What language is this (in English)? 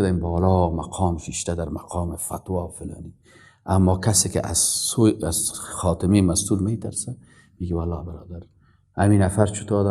Persian